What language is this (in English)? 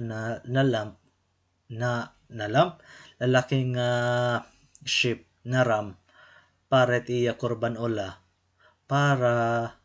Waray